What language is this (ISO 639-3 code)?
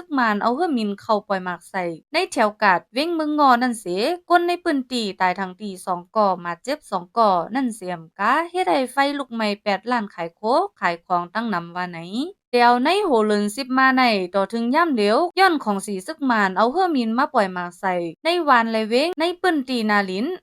shn